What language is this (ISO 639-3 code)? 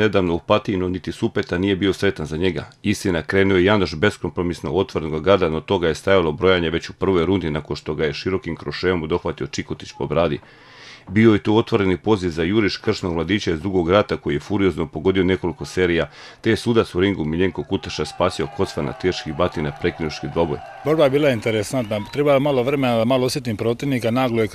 hrv